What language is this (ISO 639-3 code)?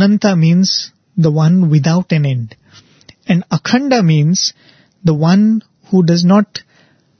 eng